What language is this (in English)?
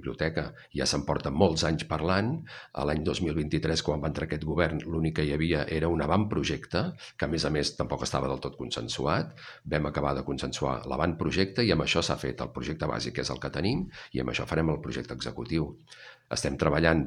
Catalan